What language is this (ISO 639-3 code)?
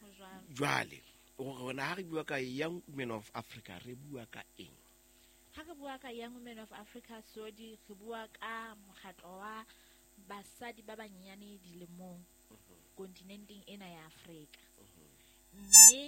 sot